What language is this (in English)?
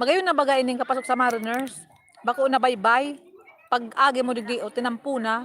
Bikol